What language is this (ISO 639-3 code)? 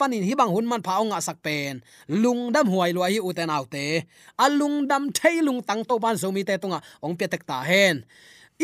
ctd